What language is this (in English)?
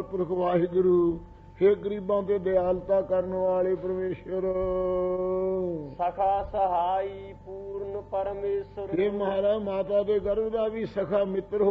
Punjabi